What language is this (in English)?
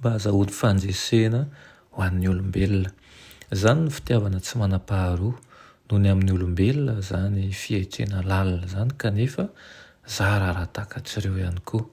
Malagasy